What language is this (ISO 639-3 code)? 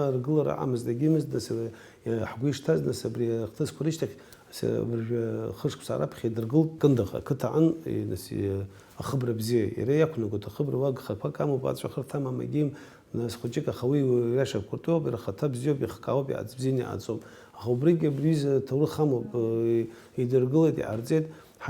abk